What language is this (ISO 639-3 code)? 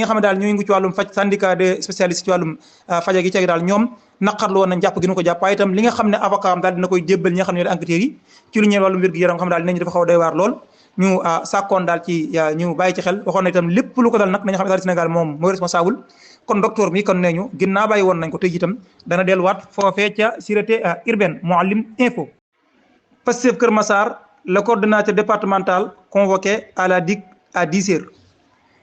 wol